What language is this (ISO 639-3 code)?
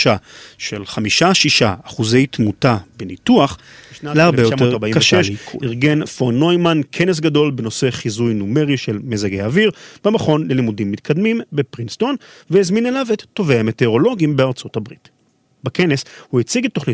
heb